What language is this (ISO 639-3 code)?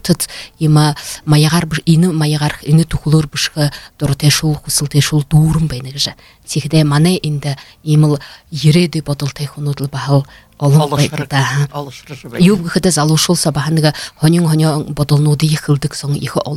bua